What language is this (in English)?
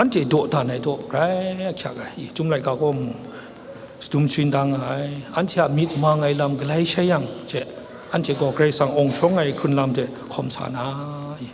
Kachin